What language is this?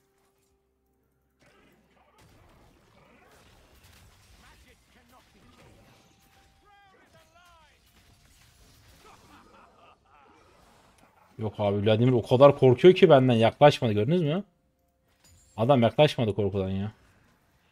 Turkish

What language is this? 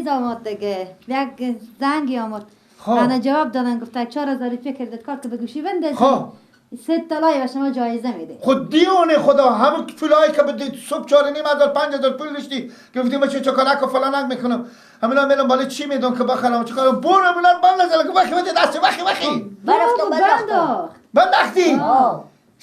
Persian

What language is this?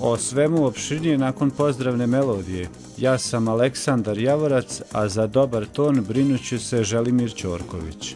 Serbian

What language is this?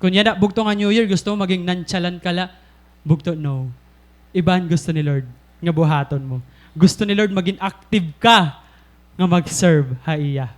Waray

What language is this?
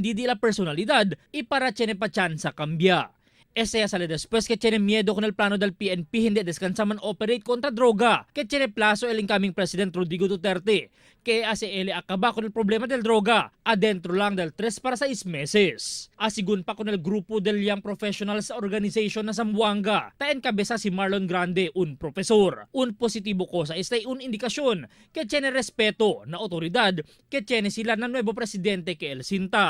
Chavacano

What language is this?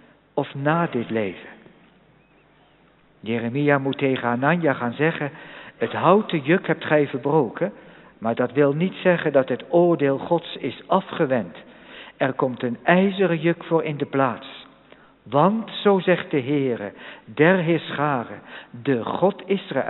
Dutch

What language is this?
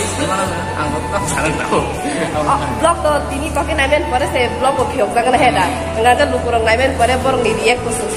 Kok Borok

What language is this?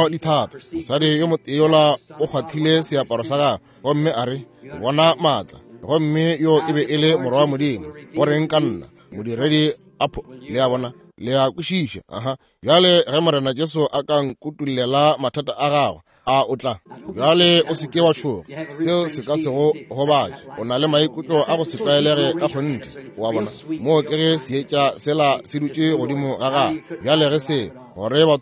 Northern Sotho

